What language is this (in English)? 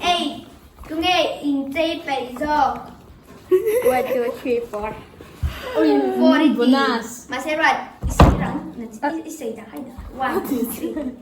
Mizo